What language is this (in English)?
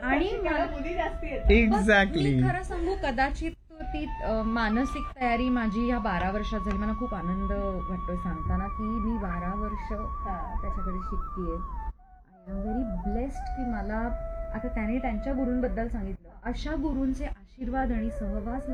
Marathi